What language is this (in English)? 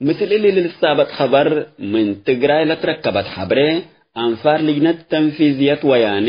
Tigre